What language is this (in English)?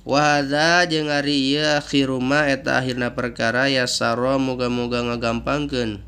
Sundanese